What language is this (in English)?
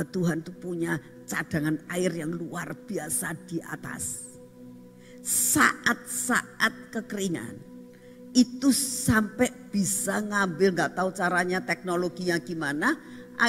Indonesian